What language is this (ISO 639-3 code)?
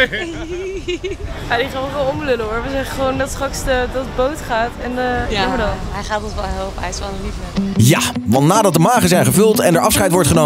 nld